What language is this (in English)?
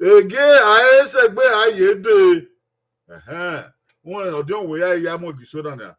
Bini